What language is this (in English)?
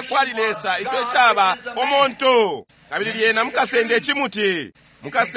Bemba